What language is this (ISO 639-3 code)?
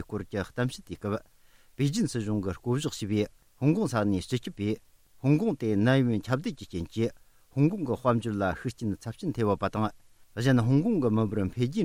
bod